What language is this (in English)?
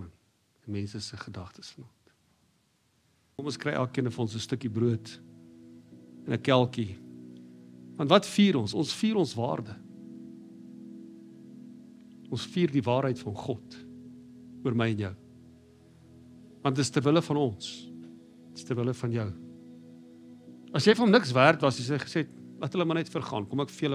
Afrikaans